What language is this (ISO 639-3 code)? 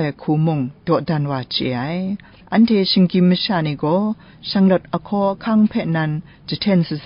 kac